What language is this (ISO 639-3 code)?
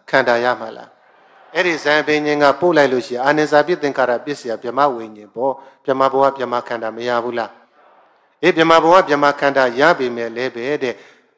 mya